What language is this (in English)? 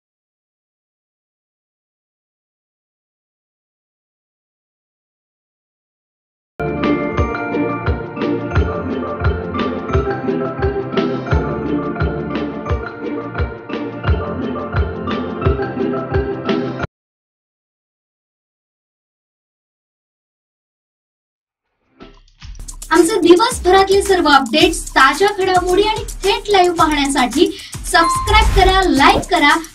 Marathi